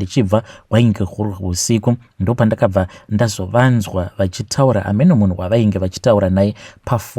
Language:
Shona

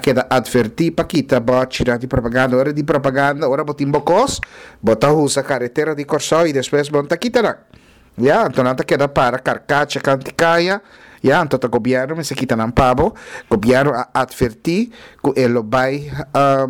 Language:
Papiamento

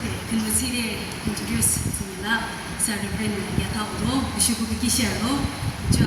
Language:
Yimchungru Naga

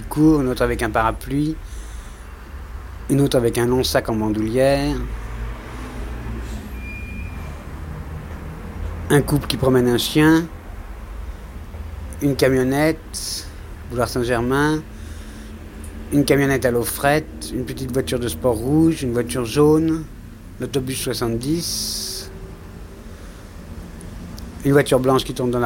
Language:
French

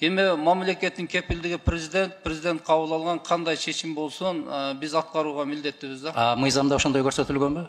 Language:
Kyrgyz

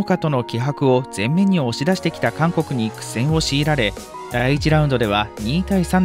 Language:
Japanese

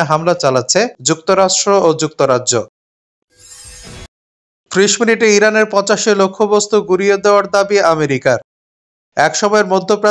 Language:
Bangla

